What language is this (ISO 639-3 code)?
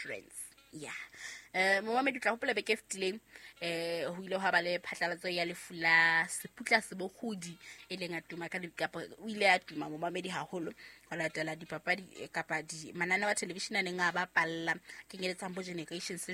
sot